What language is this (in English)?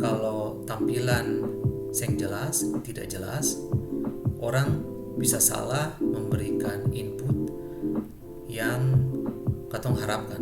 Ambonese Malay